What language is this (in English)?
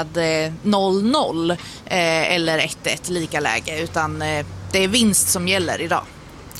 Swedish